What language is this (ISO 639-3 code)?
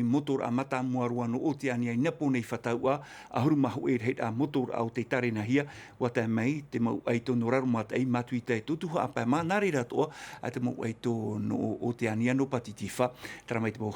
tah